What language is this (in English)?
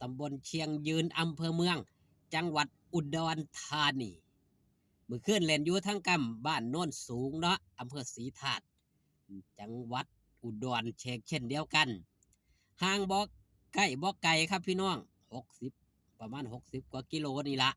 Northeastern Thai